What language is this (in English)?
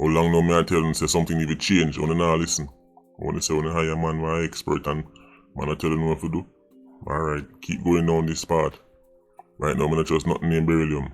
Jamaican Creole English